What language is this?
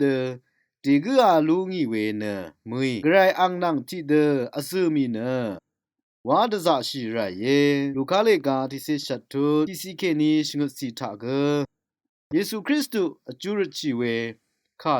Rawang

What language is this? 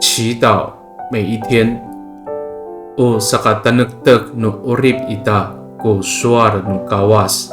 Amis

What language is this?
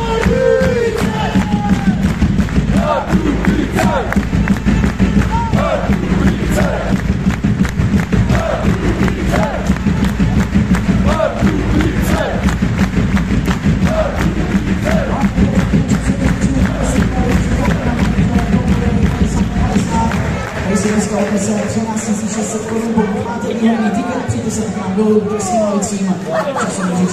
Czech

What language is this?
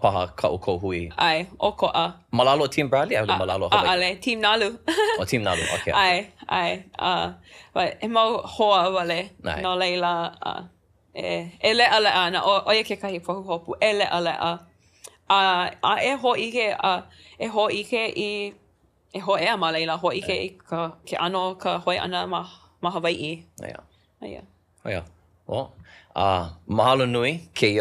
Hawaiian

